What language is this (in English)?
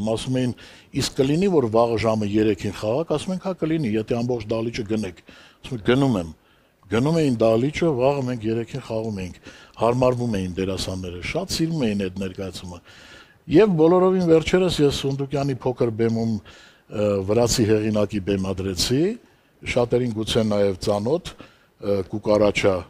Armenian